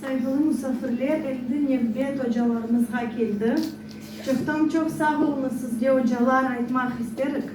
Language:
Crimean Tatar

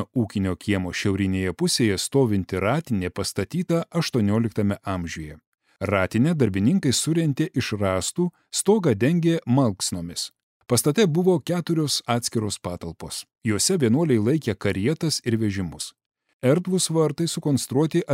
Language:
Lithuanian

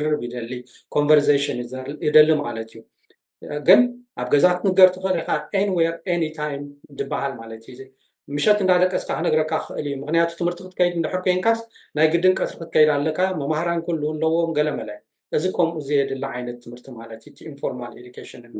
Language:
Tigrinya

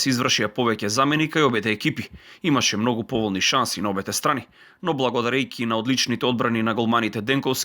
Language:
Macedonian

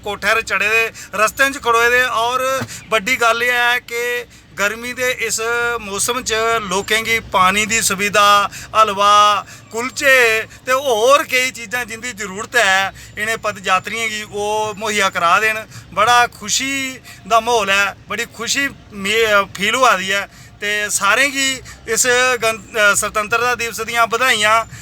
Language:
Dogri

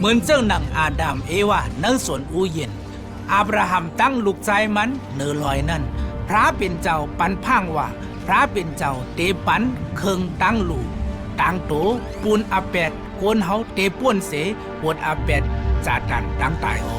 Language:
Shan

